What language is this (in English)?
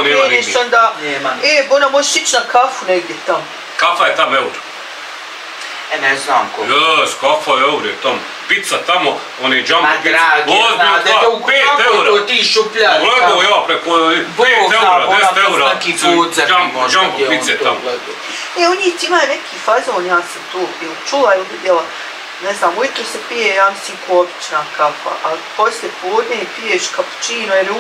Bosnian